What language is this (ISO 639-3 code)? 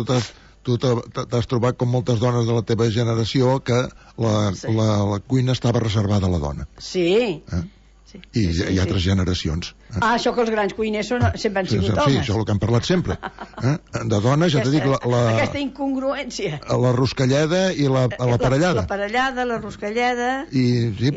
cat